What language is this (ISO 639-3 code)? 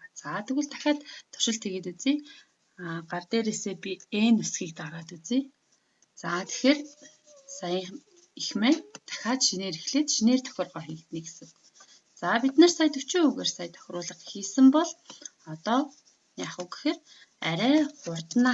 mon